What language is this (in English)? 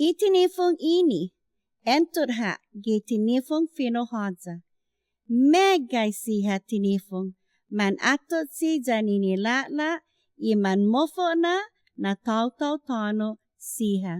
Chamorro